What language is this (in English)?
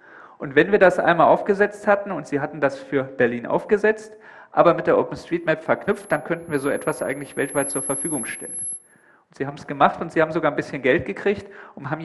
German